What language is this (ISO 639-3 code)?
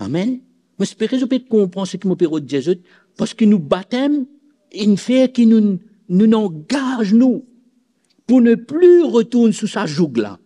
mfe